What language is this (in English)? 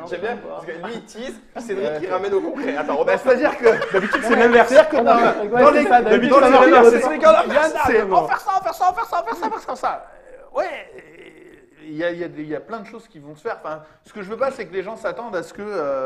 French